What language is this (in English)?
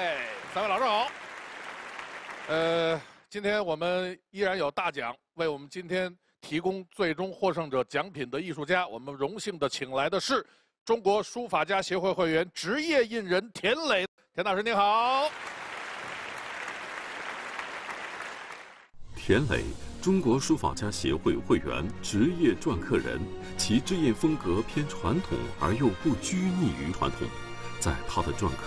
Chinese